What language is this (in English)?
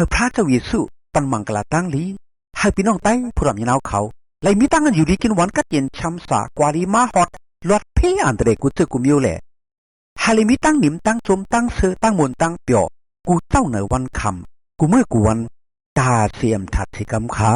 Shan